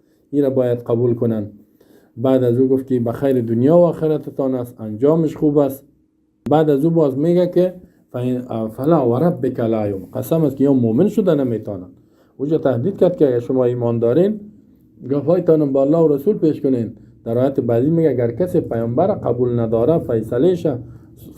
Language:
Persian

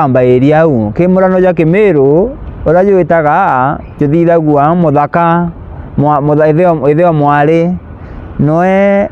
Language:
Meru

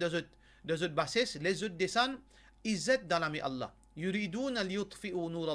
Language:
Morisyen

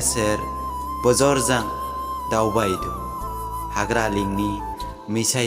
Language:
Dimasa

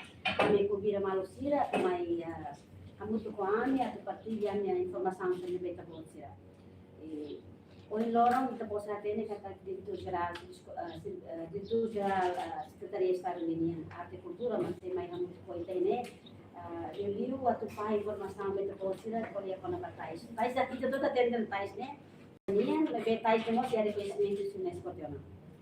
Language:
Tetum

